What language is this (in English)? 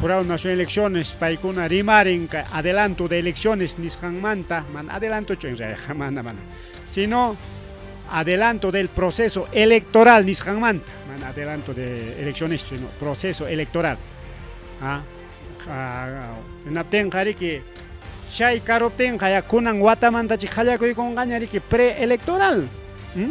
Ayacucho Quechua